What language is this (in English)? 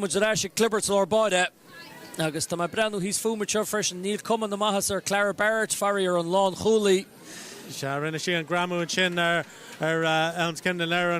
Irish